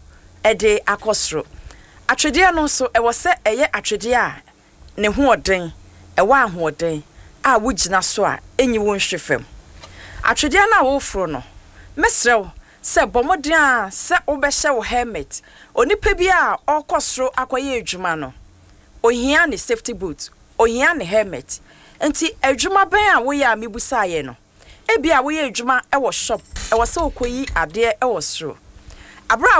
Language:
Akan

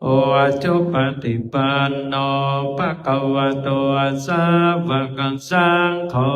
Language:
Pali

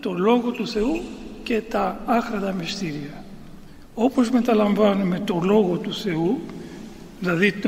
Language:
Greek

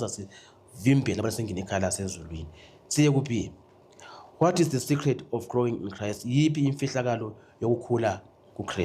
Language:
Zulu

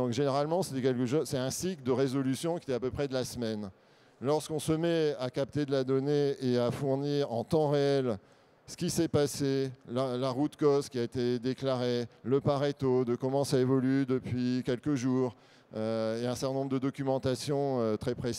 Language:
French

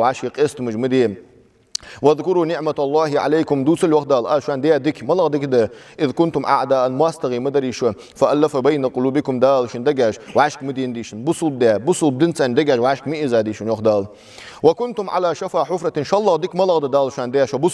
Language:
Ingush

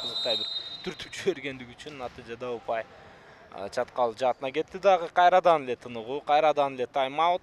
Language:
Kyrgyz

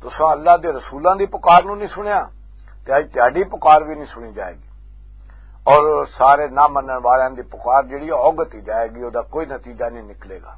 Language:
Western Panjabi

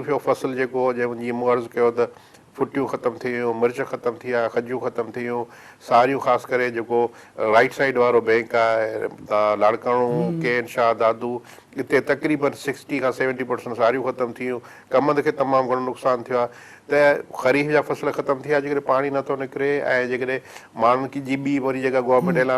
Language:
Sindhi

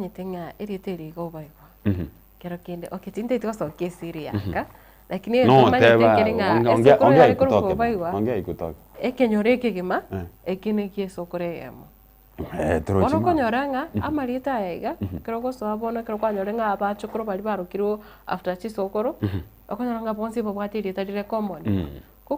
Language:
Gusii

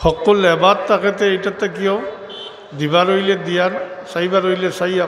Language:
Sylheti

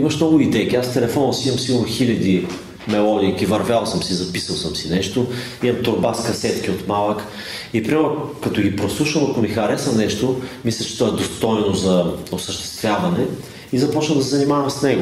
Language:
Bulgarian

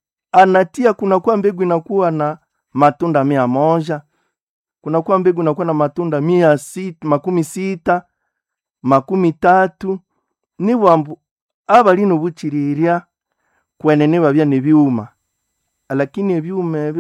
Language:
Nande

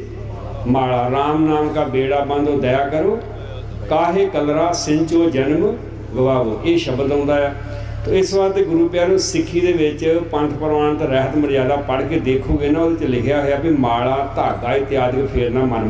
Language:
Punjabi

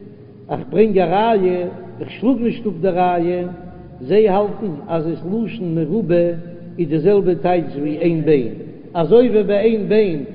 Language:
Yiddish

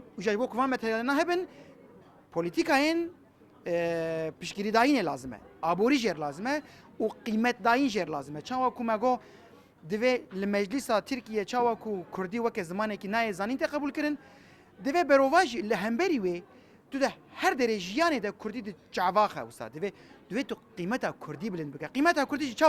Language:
Kurdish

